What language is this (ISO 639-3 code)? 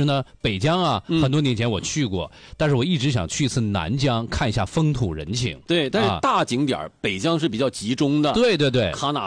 zho